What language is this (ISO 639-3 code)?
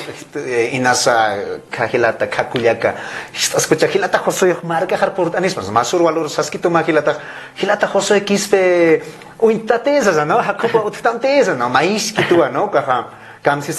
aym